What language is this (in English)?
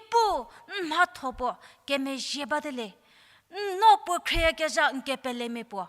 Angami Naga